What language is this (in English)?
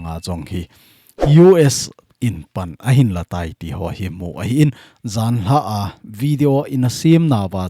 Thado Chin